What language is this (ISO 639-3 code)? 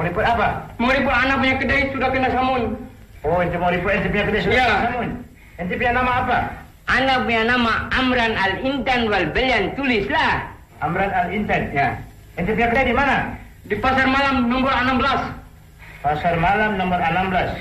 msa